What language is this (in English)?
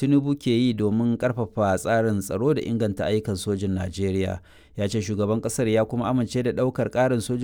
Hausa